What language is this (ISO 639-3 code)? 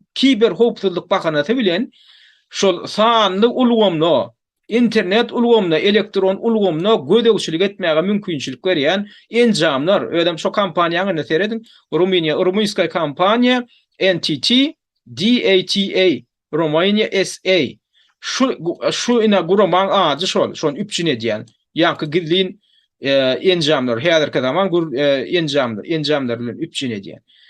tuk